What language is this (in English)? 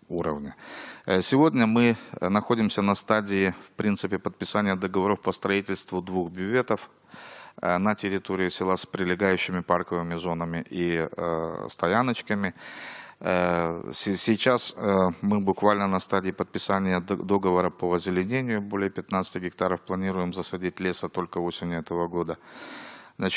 Russian